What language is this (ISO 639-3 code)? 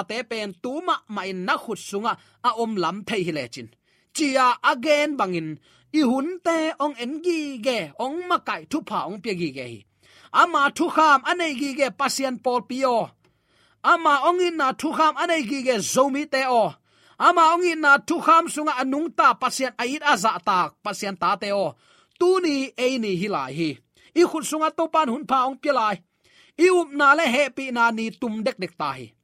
ctd